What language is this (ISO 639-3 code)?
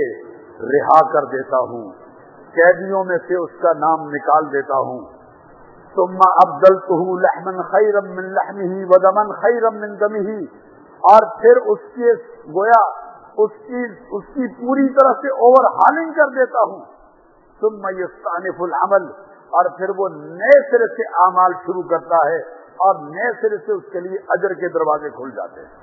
urd